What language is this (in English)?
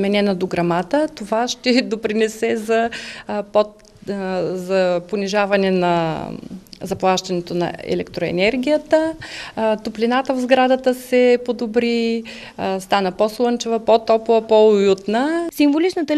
Bulgarian